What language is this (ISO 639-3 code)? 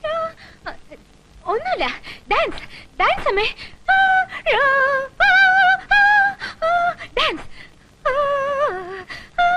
mal